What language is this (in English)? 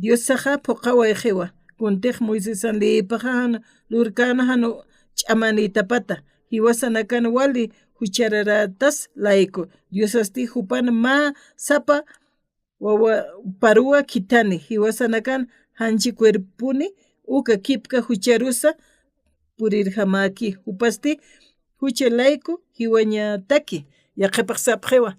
Aymara